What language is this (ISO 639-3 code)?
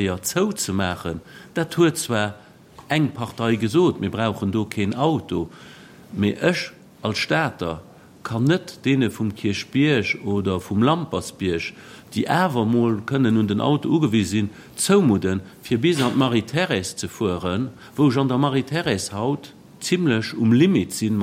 ltz